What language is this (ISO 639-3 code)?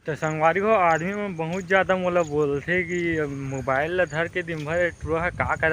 hne